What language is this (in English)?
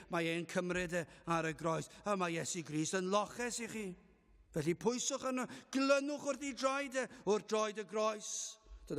Welsh